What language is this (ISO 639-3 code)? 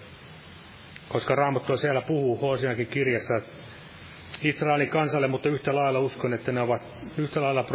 fin